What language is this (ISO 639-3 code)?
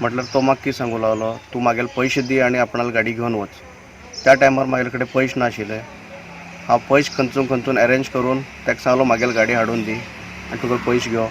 kok